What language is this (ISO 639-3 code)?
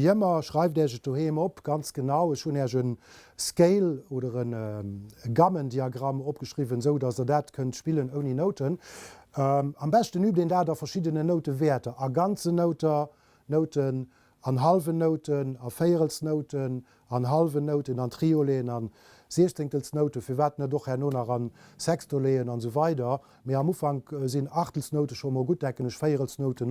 ltz